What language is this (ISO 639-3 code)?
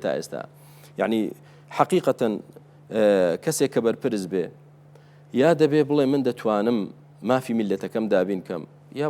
ckb